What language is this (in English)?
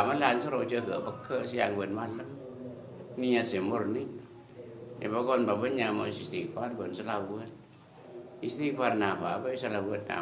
Madurese